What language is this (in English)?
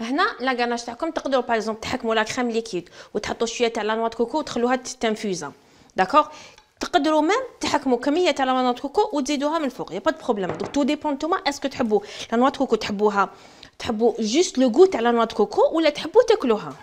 Algerian Arabic